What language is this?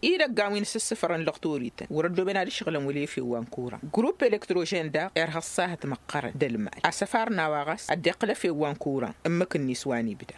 Tamasheq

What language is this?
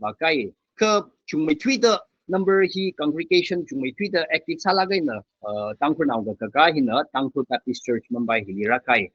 Tangkhul Naga (India)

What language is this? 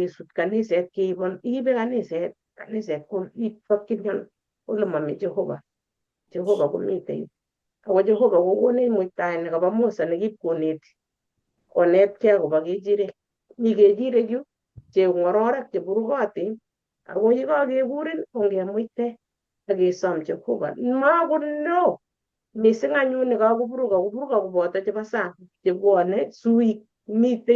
Kalenjin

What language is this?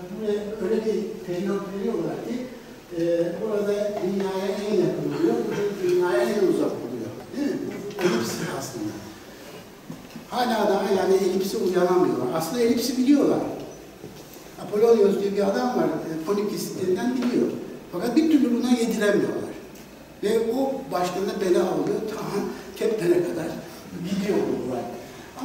Turkish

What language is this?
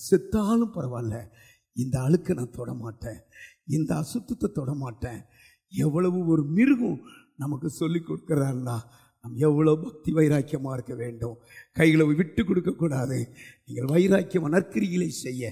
Tamil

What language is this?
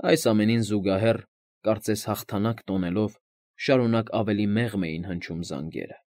Armenian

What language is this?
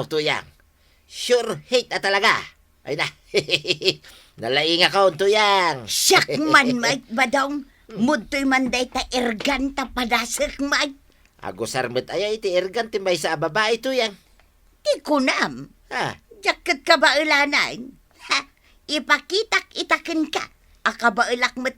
Iloko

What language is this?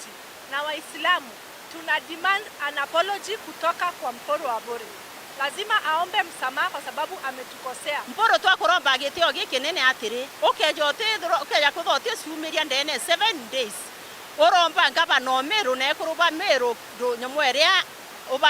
Meru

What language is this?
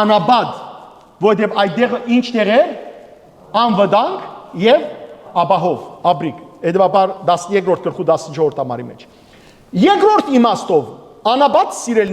Western Armenian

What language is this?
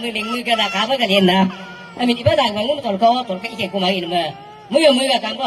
Galo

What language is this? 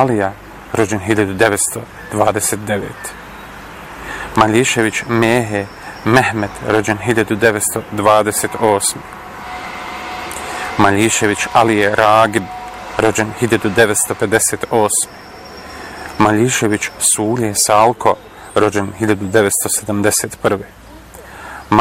Bosnian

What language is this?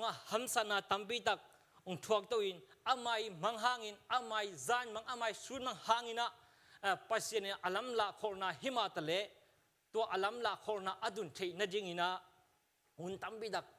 Tedim Chin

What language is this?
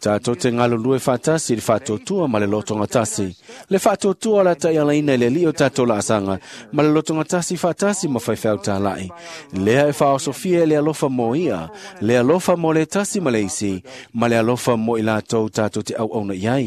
Samoan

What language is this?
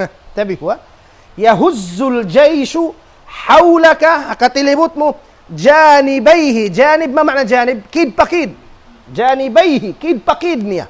Tausug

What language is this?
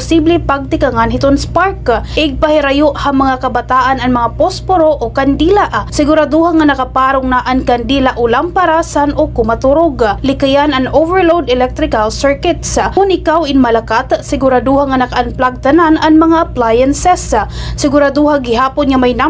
Waray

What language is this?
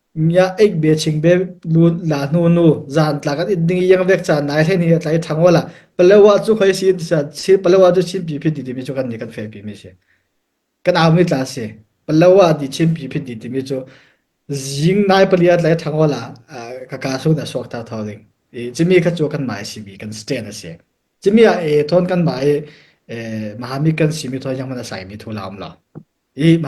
Falam Chin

